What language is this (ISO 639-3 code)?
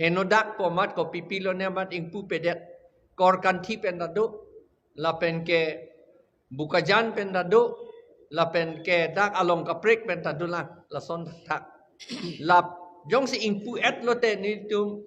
mjw